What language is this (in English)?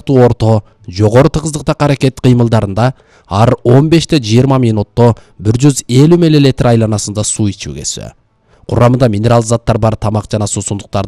Kyrgyz